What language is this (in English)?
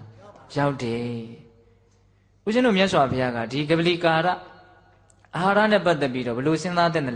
Burmese